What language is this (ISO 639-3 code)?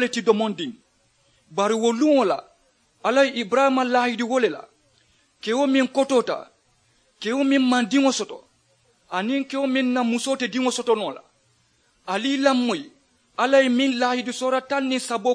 man